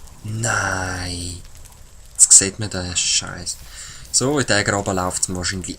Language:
Swiss German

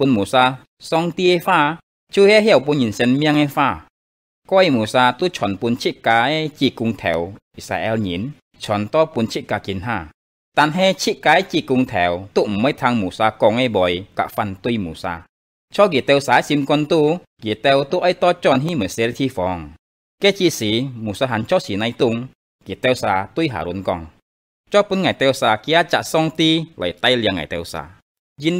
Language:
Hakka Chinese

